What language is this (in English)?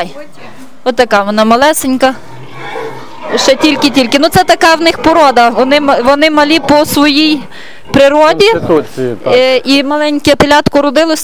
Ukrainian